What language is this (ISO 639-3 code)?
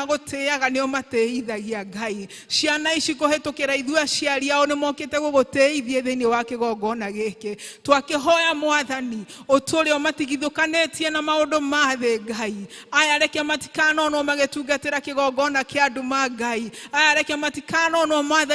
kik